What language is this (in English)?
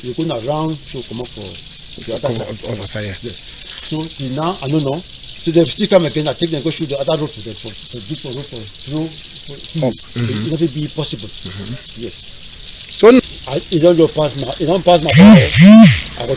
Cameroon Pidgin